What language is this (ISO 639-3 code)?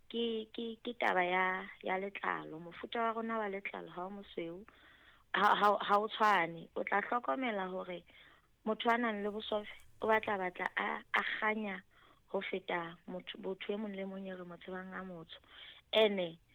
sot